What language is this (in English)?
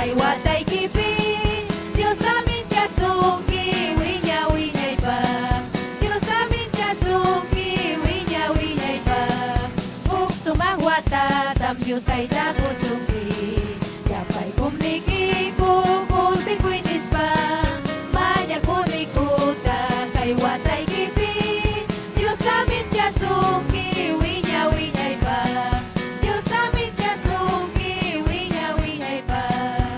Ayacucho Quechua